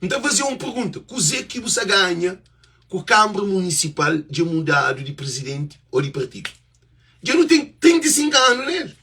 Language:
Kabuverdianu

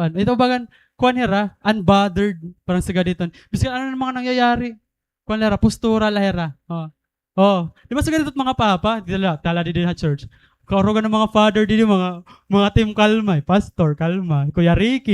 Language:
Waray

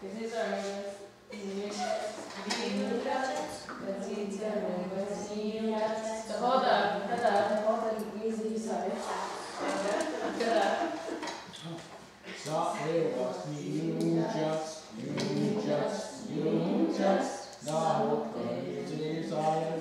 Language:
Mohawk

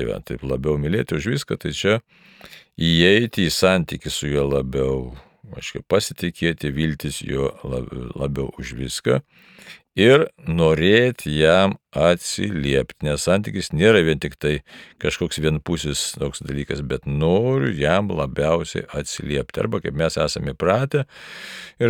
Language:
Lithuanian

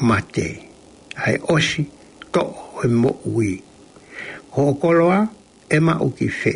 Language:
Tongan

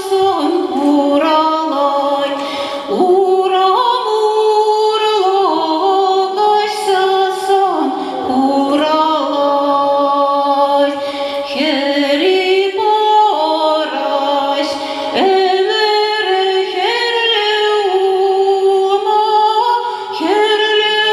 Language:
Chuvash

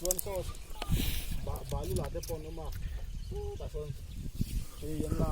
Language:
Mizo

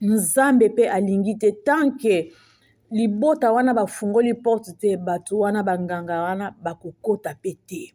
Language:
Lingala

